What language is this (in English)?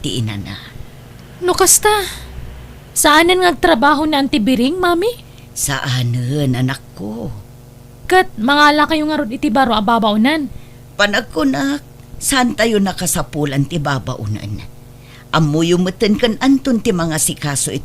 Iloko